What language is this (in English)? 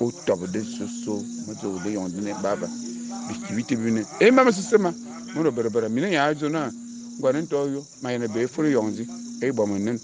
Fang